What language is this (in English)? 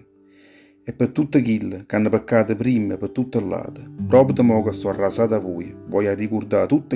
Neapolitan